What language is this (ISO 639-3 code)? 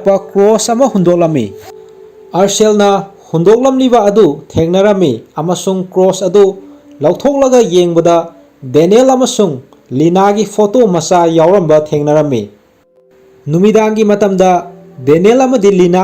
mni